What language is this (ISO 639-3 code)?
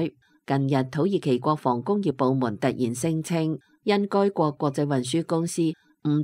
yue